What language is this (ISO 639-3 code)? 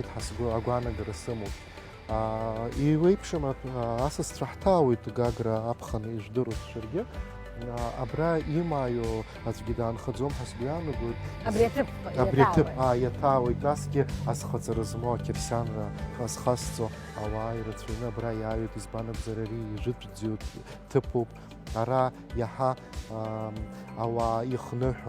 abk